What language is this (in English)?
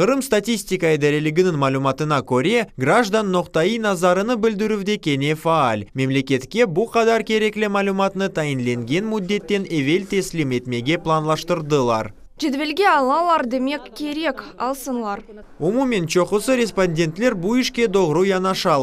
Crimean Tatar